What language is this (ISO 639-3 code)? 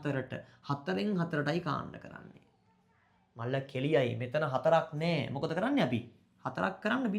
sin